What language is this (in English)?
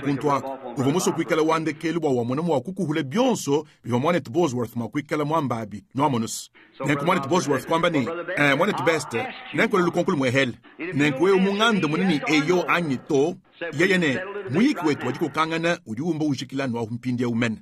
Luba-Lulua